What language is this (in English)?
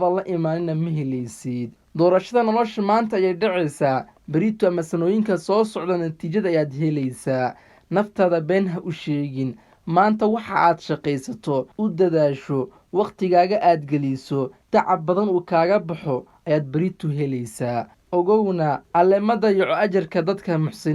Somali